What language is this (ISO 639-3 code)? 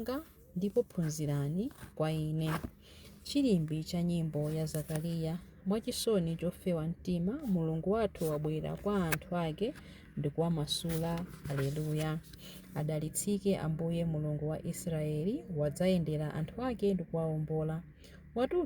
nya